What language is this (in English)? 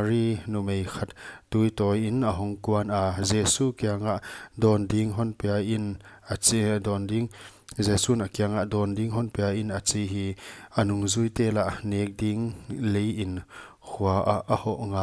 Paite Chin